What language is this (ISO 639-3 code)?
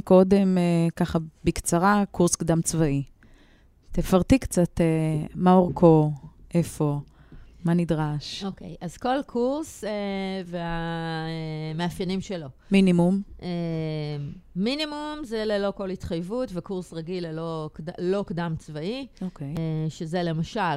heb